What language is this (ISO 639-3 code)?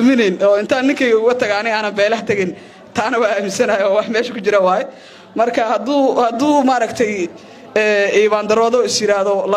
som